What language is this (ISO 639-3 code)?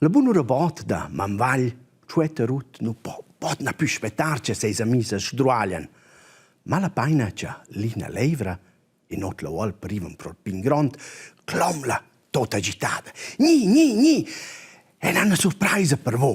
roh